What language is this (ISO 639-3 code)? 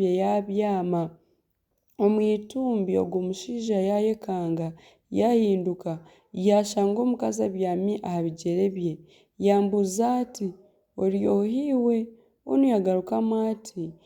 nyn